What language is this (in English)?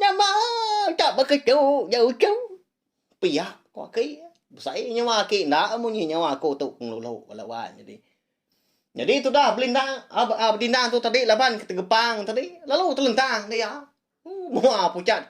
Iban